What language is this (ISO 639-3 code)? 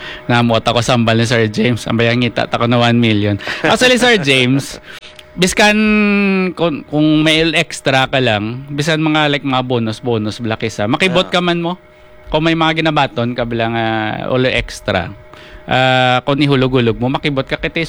hil